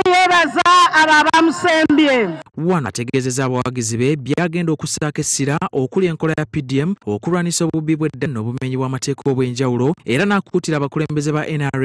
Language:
Ganda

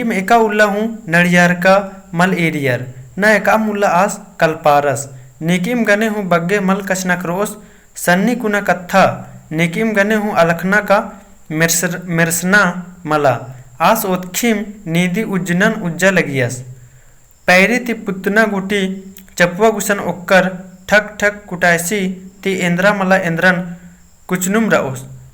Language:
Kurukh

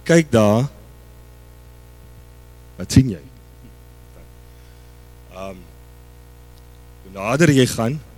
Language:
Afrikaans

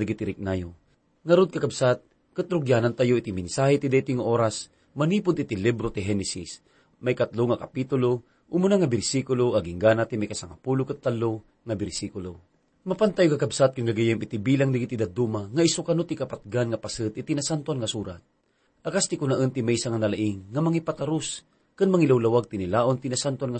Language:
Iloko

